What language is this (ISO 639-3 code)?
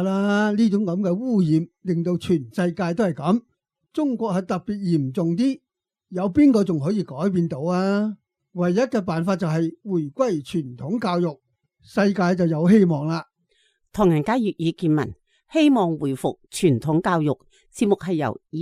yue